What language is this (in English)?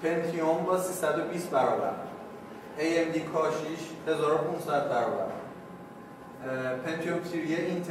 Persian